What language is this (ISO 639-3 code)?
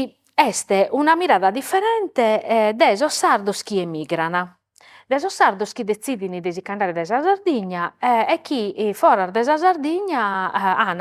srd